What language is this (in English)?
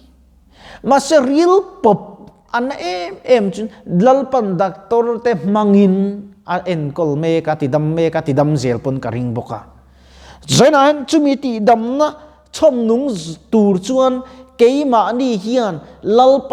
Mizo